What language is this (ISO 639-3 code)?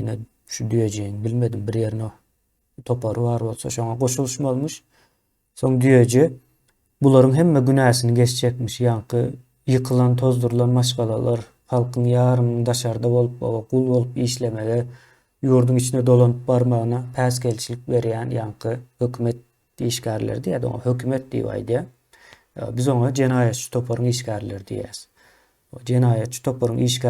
tuk